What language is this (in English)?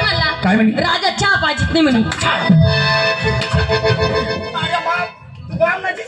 Marathi